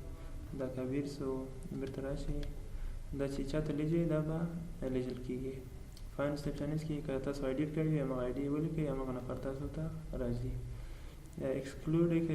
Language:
Pashto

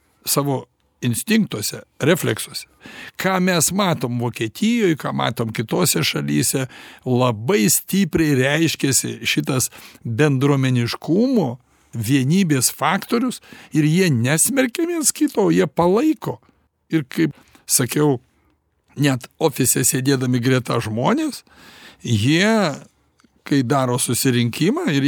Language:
Lithuanian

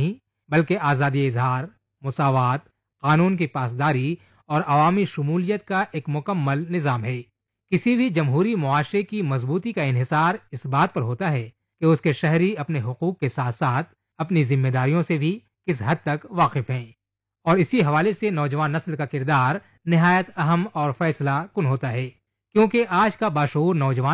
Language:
Urdu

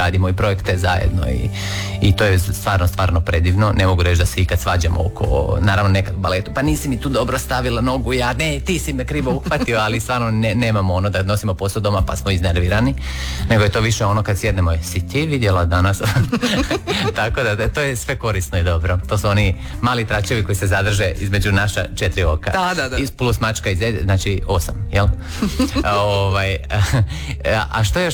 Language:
Croatian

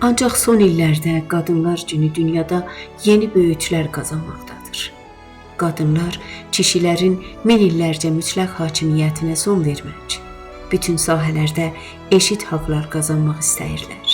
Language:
South Azerbaijani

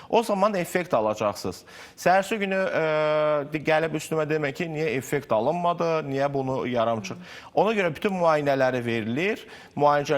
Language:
Azerbaijani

